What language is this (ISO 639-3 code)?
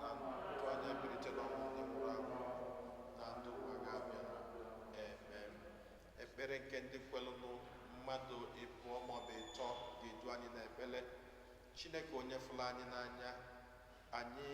ibo